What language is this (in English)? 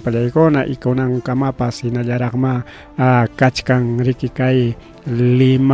Ayacucho Quechua